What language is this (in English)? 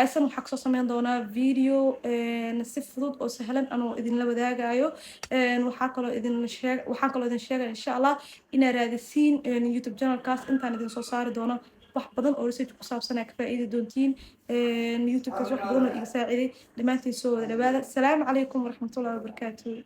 Somali